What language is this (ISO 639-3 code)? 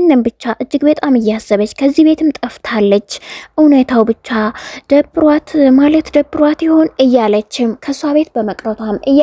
amh